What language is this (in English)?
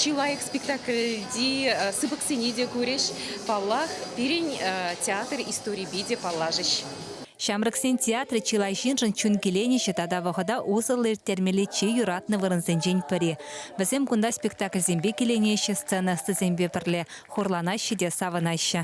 Chuvash